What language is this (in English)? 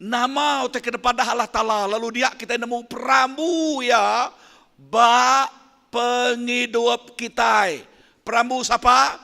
Iban